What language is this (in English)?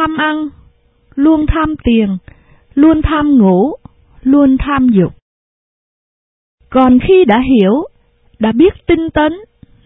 Vietnamese